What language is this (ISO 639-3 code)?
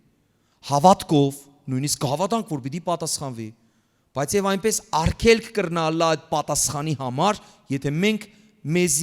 hyw